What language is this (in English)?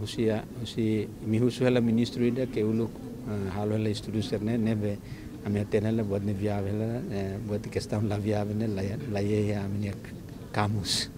Tetum